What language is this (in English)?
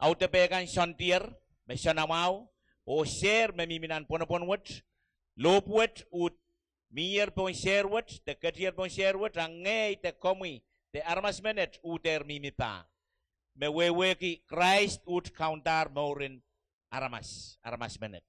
Pohnpeian